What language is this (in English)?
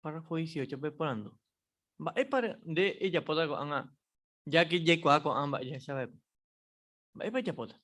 Guarani